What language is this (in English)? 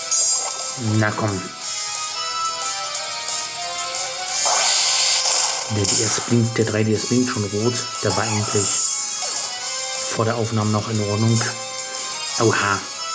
German